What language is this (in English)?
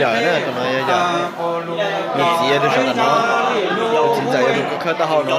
Hmong